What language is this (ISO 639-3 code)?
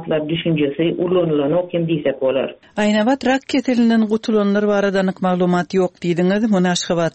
tuk